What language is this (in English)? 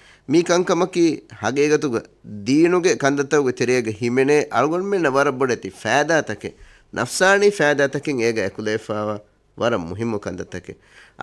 Divehi